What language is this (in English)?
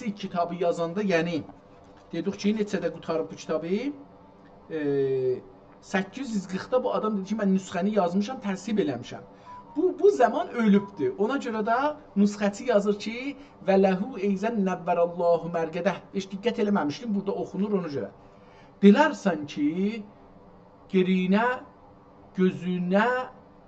South Azerbaijani